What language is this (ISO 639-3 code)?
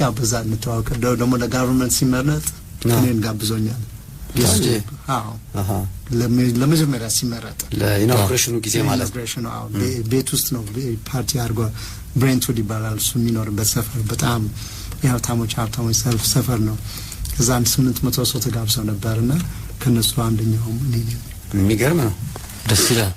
amh